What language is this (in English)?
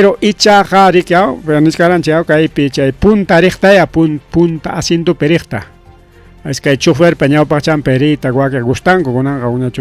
Ayacucho Quechua